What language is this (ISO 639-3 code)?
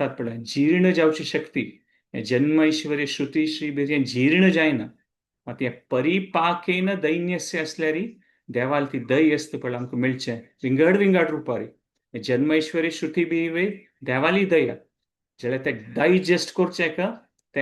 kok